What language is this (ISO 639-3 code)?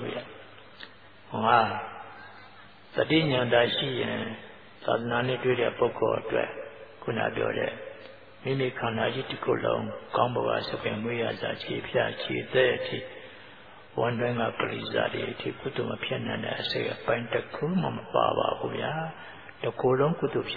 mya